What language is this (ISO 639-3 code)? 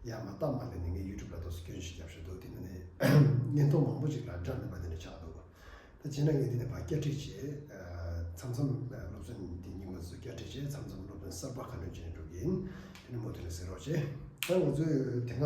bod